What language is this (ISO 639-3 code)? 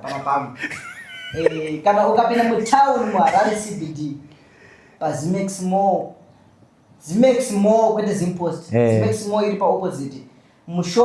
sna